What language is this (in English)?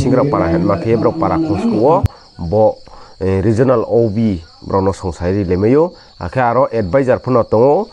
Riang (India)